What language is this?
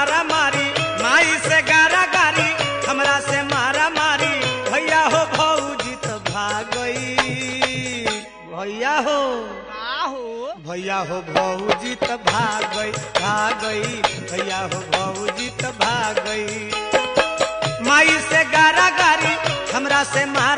Bhojpuri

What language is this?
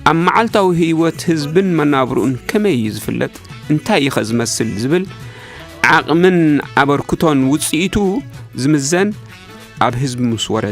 Tigrinya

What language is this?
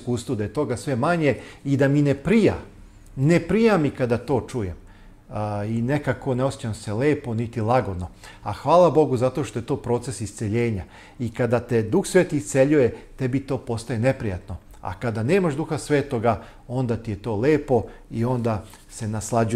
Serbian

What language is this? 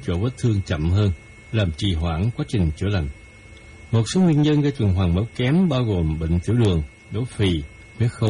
Vietnamese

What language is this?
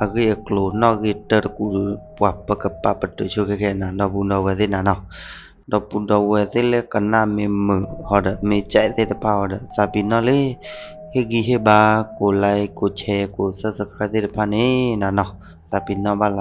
S'gaw Karen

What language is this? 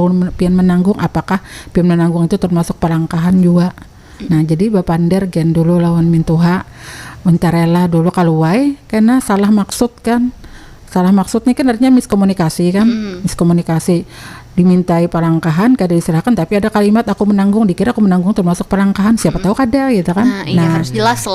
Banjar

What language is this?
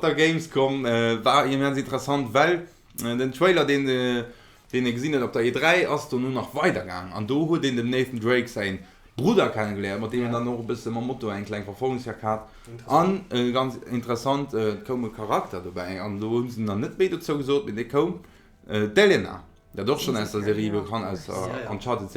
Luxembourgish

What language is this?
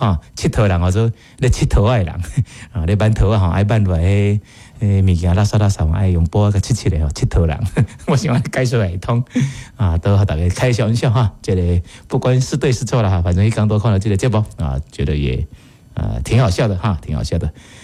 Min Nan Chinese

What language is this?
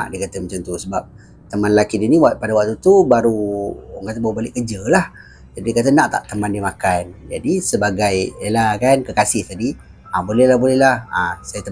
Malay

